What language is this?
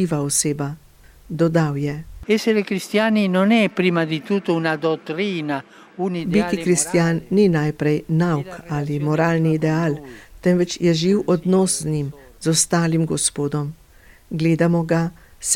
Slovenian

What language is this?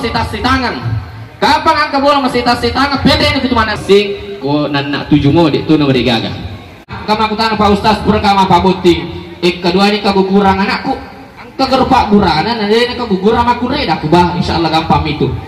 Buginese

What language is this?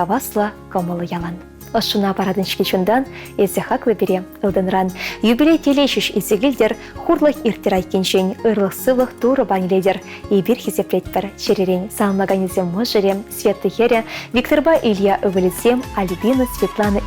Chuvash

